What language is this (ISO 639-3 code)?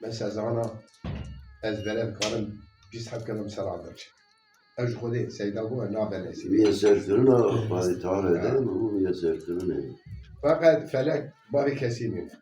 kur